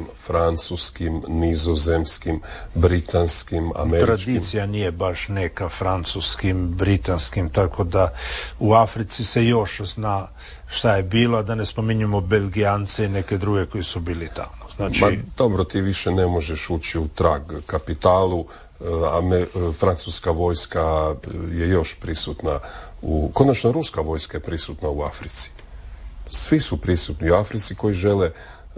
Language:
Croatian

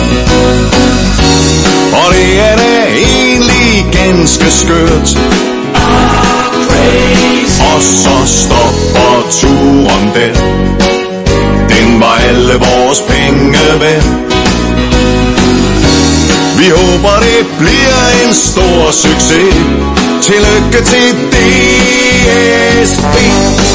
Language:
Danish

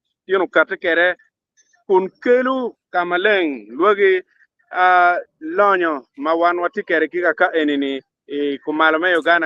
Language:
Acoli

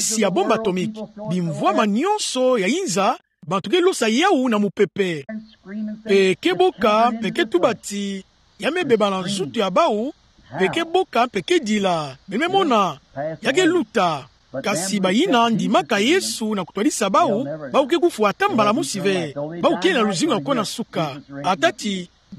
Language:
Kituba (Democratic Republic of Congo)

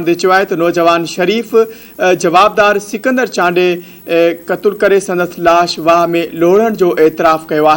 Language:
Sindhi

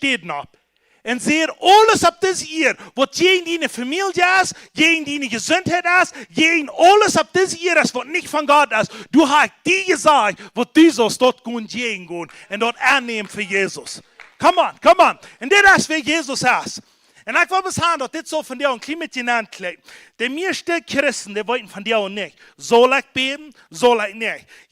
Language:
Plautdietsch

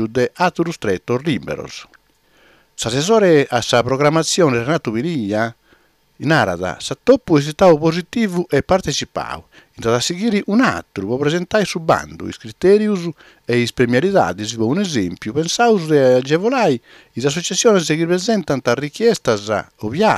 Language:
Sardinian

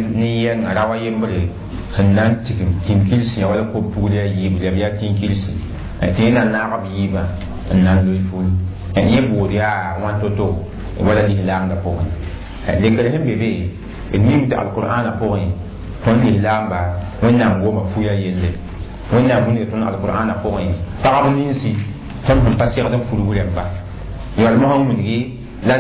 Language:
Mossi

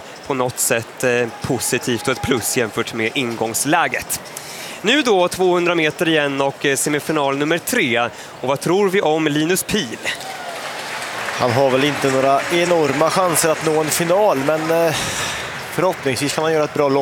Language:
Swedish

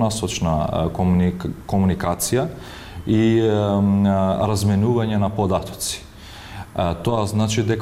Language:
Macedonian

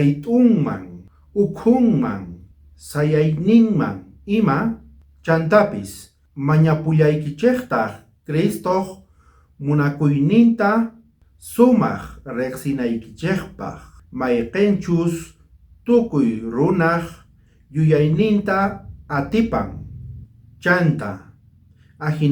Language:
South Bolivian Quechua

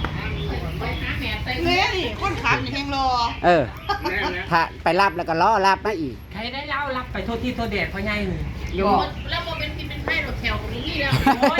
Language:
Northeastern Thai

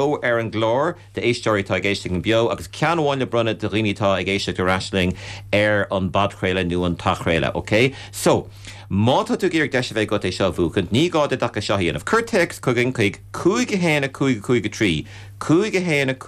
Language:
Irish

